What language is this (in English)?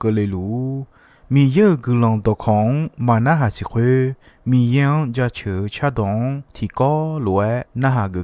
Akha